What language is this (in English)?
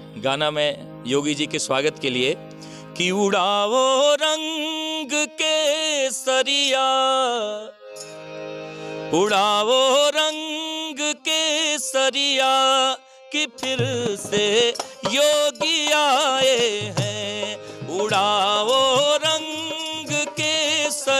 Bhojpuri